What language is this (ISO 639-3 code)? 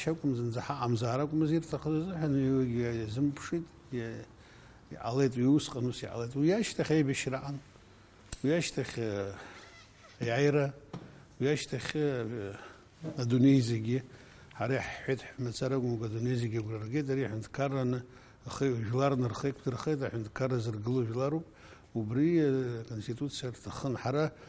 abk